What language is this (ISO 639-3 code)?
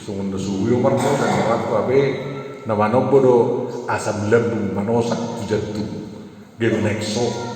bbc